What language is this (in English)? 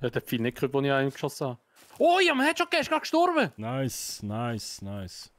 Swiss German